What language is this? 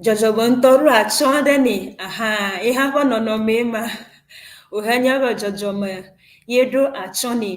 Ewe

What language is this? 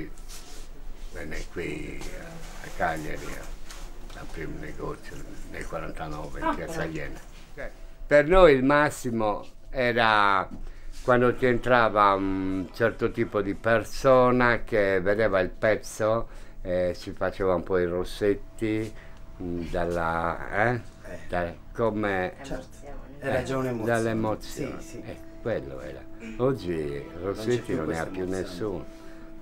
Italian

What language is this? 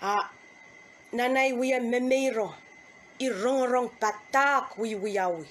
Pohnpeian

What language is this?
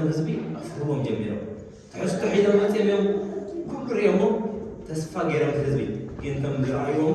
Tigrinya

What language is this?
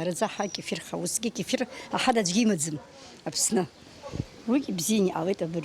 Abkhazian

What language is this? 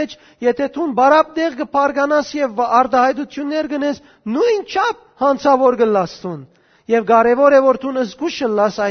Western Armenian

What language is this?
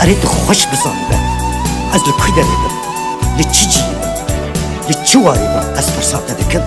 Kurdish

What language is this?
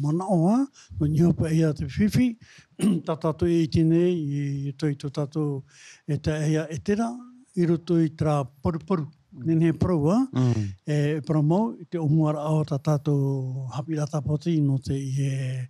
Tahitian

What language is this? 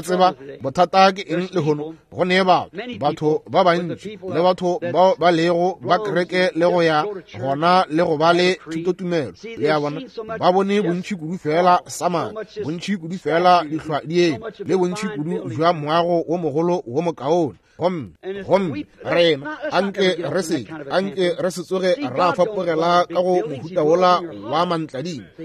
Northern Sotho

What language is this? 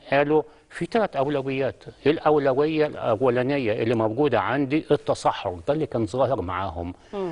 Egyptian Arabic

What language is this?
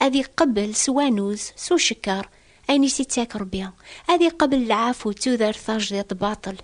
Kabyle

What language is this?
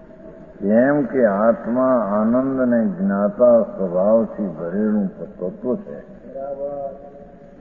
Gujarati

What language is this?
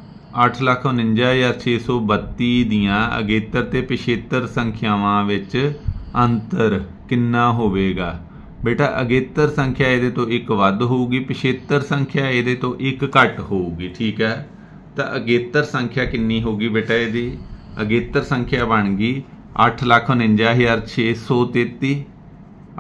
Punjabi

